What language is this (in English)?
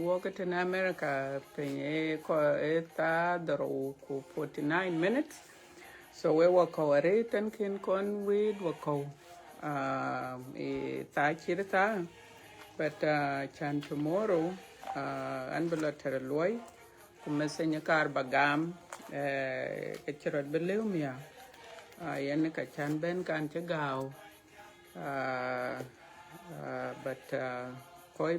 Dinka